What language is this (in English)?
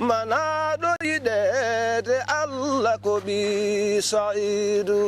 Fula